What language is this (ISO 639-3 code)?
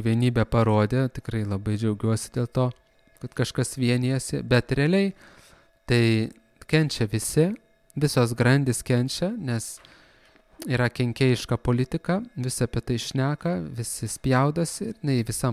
lit